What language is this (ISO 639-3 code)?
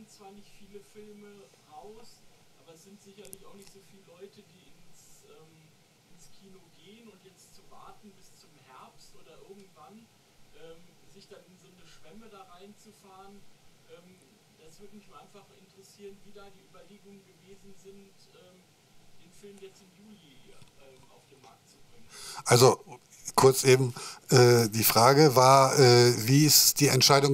deu